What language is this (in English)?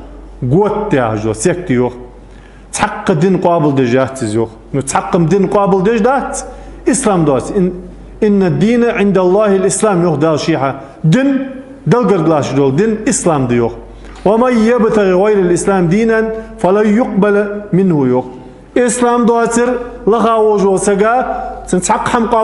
Ingush